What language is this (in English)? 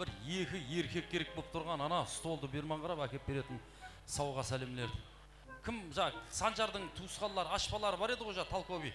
Kara-Kalpak